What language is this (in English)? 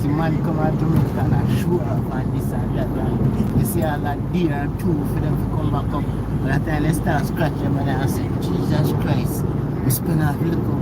Jamaican Creole English